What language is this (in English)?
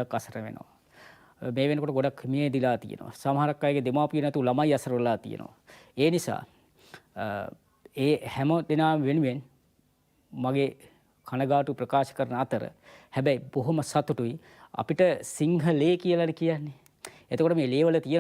Sinhala